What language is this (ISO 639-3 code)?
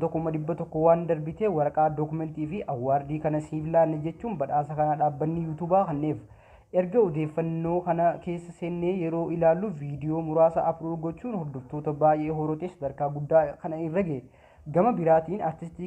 orm